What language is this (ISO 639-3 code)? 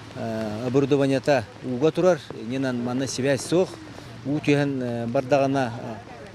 sah